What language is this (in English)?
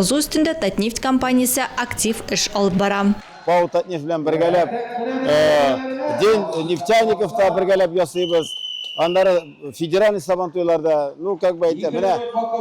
Tatar